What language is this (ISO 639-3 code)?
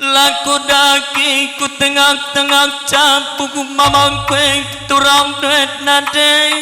btx